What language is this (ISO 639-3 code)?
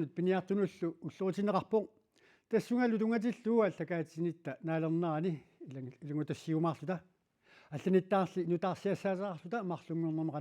kal